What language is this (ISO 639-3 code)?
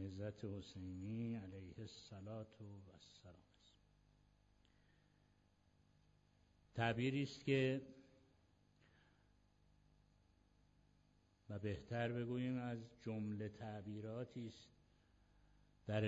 fas